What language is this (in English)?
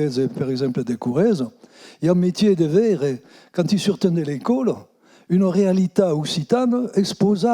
Occitan